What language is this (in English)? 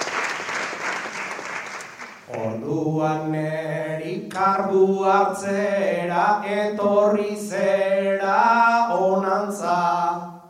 Basque